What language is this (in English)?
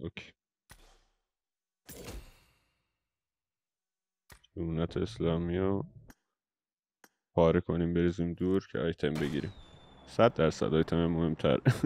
Persian